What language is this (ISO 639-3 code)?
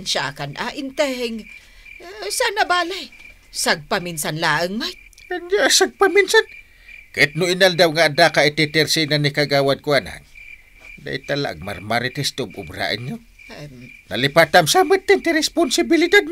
ilo